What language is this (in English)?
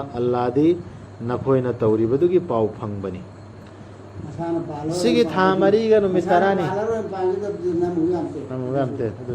Manipuri